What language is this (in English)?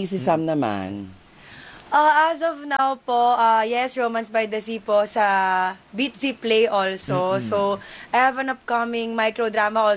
Filipino